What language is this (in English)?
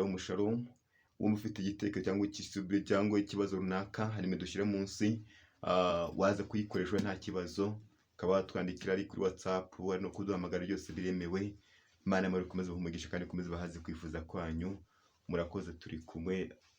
Kinyarwanda